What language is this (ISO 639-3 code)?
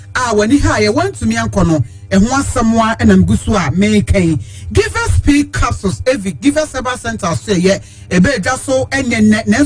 aka